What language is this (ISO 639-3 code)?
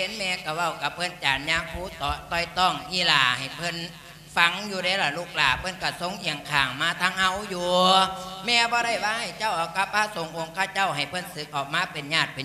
lao